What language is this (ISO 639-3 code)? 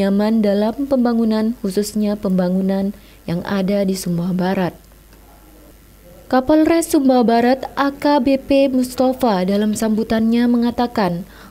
ind